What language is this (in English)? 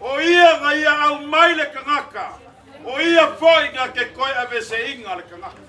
Samoan